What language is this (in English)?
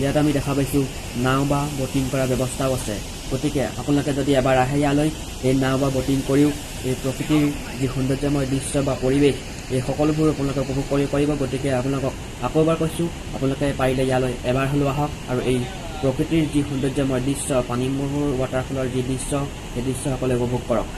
Assamese